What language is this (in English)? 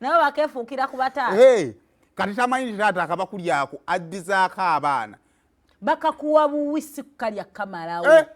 Ganda